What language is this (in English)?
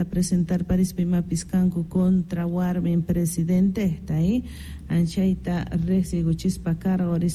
South Bolivian Quechua